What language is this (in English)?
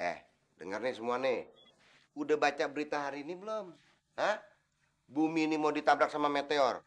Betawi